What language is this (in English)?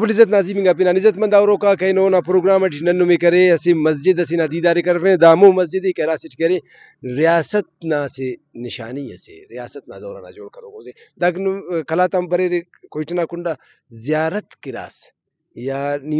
Brahui